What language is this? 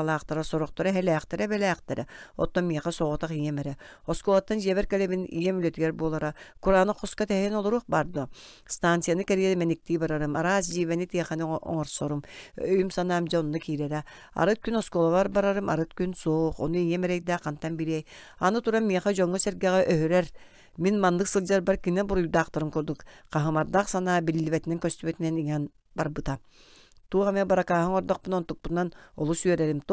Yakut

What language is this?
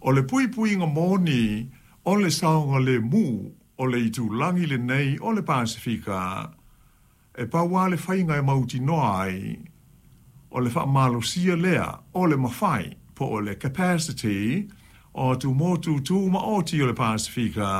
Samoan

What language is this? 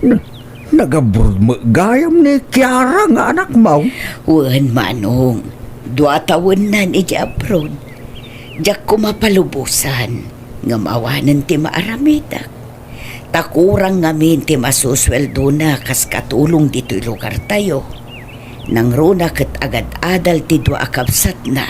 Iloko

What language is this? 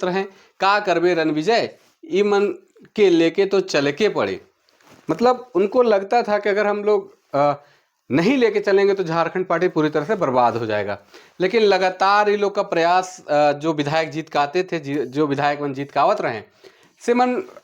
Sadri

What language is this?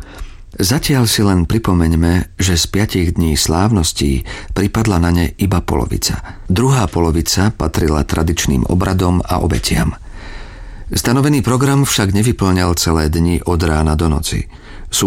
Slovak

